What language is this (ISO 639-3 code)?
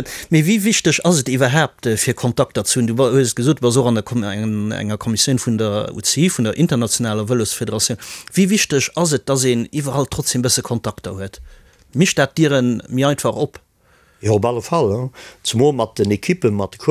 ltz